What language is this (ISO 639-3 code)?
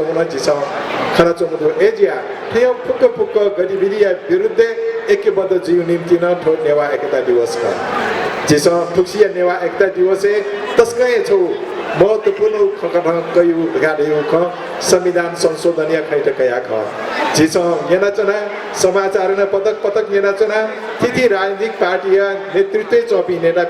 new